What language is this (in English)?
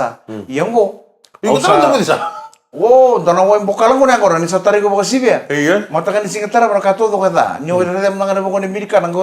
Fijian